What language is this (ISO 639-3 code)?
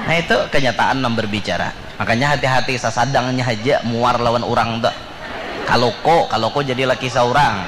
bjn